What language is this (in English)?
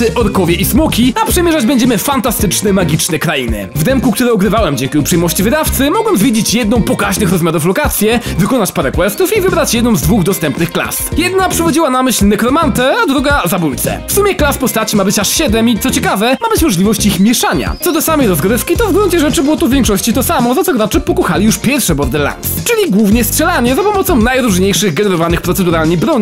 Polish